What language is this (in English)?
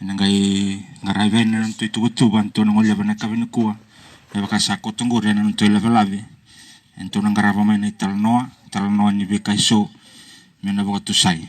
Fijian